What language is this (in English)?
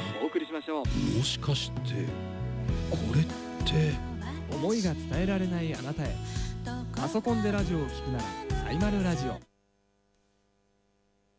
Japanese